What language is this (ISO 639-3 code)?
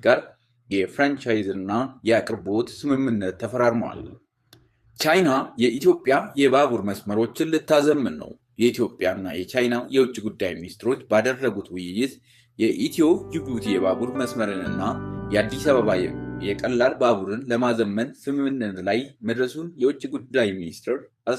amh